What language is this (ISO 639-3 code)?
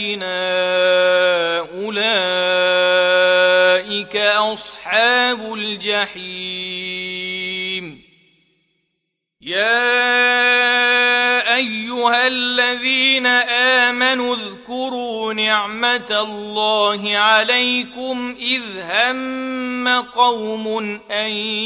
ara